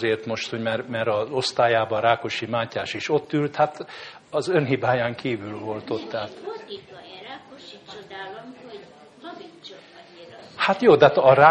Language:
Hungarian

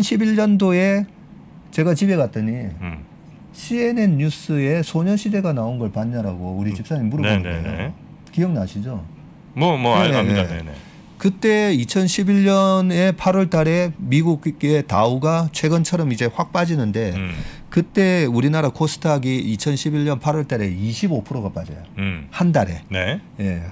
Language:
Korean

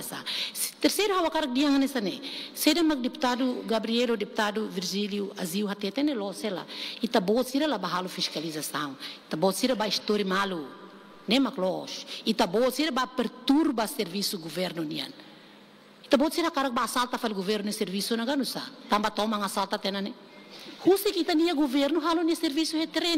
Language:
Tetum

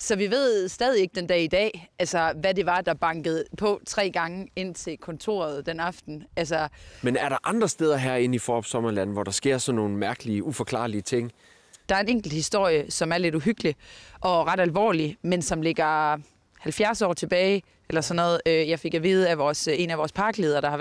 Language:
Danish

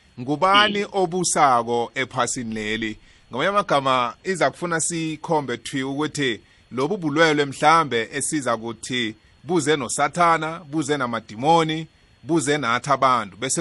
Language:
South Ndebele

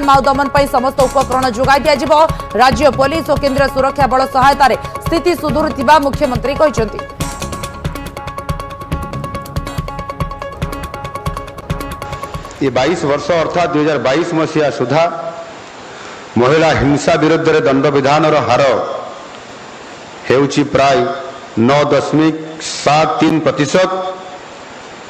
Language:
Odia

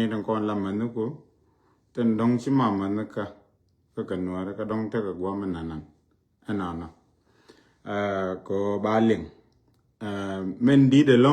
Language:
Nuer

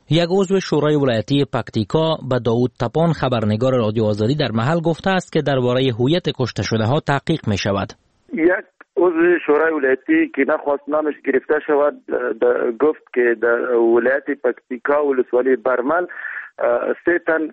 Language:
Persian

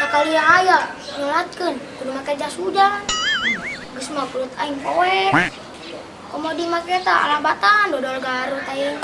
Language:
Sundanese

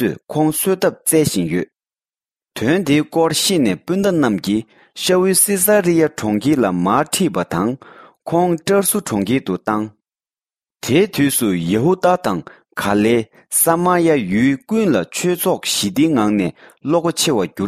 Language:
Tibetan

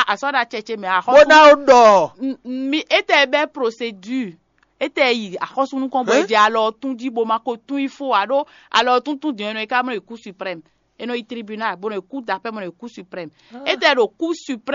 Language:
Fon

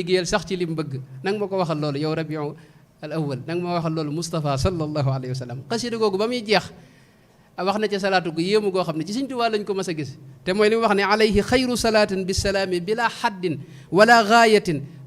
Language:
Wolof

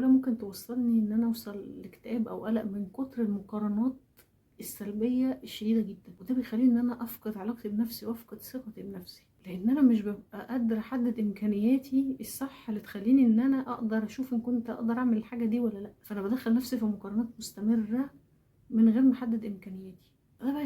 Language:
Egyptian Arabic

